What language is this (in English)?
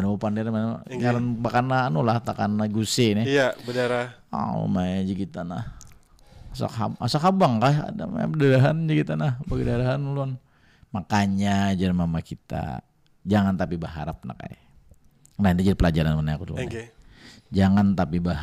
Banjar